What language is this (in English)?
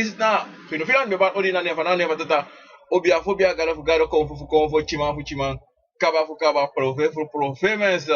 Sranan Tongo